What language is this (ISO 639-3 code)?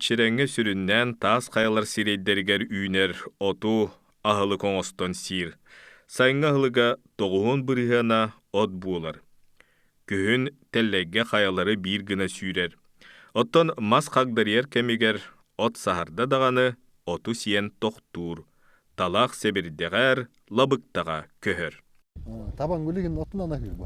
sah